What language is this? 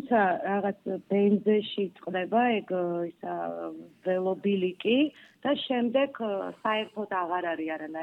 Georgian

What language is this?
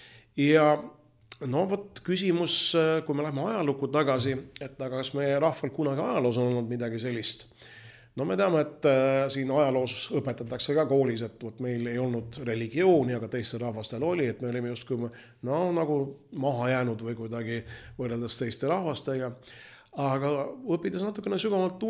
Estonian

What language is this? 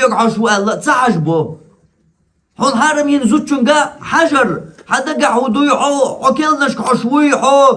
Chechen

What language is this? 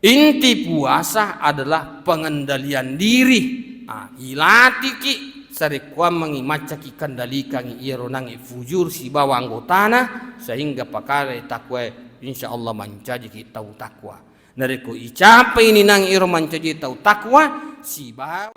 Buginese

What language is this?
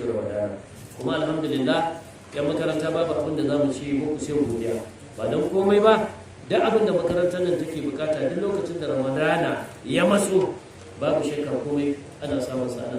Hausa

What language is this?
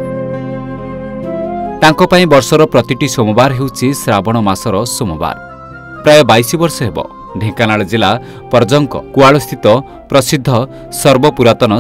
Odia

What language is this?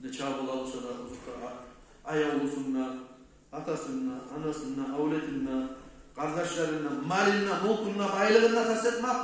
Kumyk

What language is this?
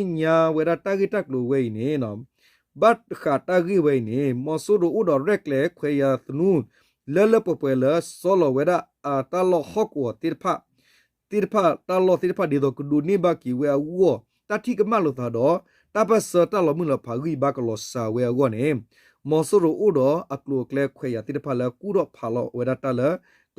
S'gaw Karen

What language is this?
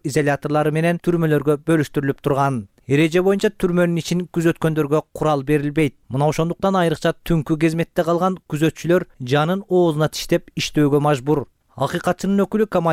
Kyrgyz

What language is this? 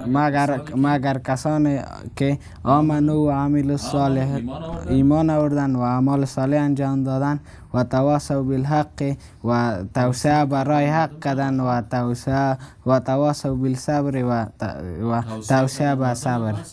Persian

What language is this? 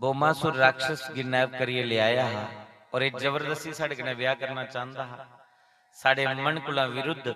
Dogri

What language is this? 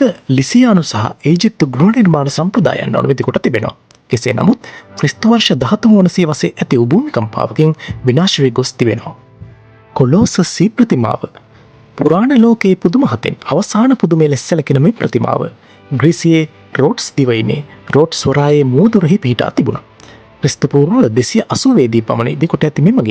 Sinhala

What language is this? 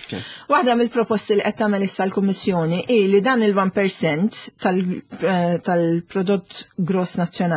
Maltese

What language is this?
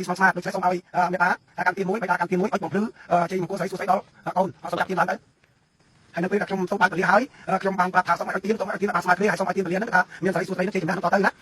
Khmer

